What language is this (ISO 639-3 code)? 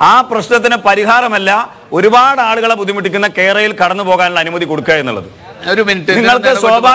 mal